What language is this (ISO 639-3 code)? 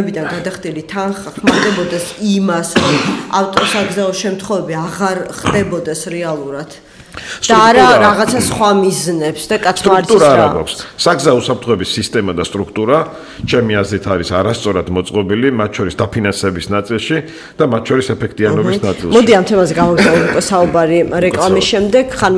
kat